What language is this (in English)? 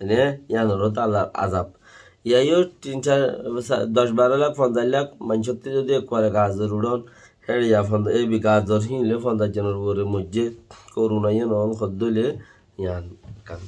Rohingya